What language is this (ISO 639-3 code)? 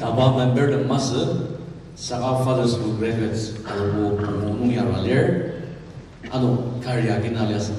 njo